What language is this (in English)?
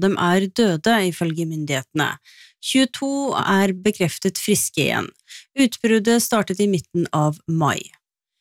Norwegian